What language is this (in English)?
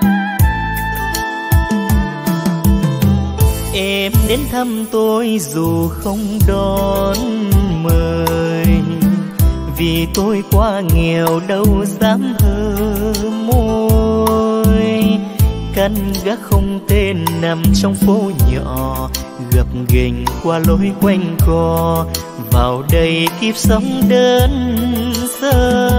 Vietnamese